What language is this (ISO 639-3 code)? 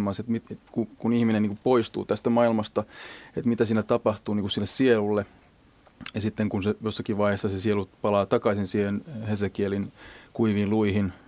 fin